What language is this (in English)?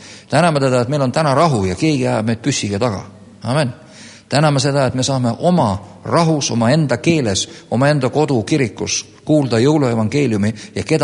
Estonian